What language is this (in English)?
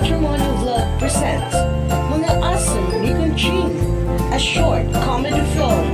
Waray